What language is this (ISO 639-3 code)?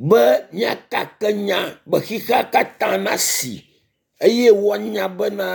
ewe